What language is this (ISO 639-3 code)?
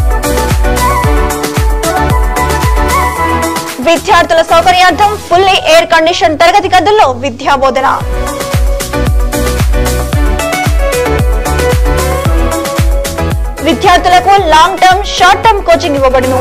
tel